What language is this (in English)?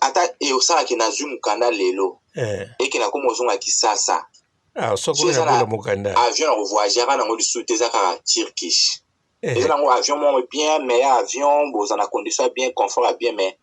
Lingala